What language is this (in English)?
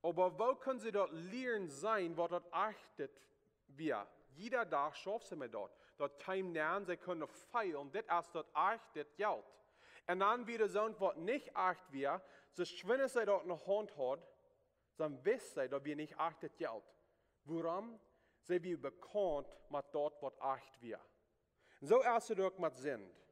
Plautdietsch